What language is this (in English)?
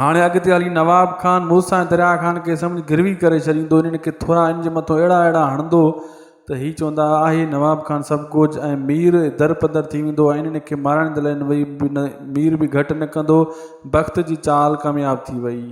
Sindhi